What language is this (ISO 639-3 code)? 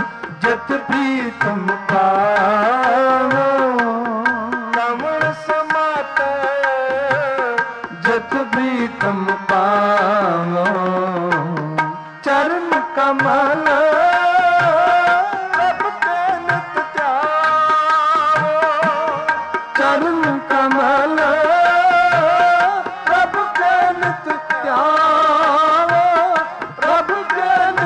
pan